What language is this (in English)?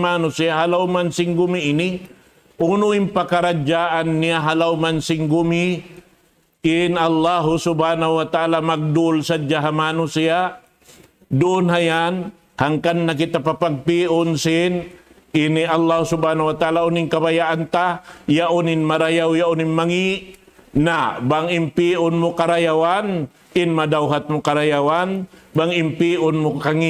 Tausug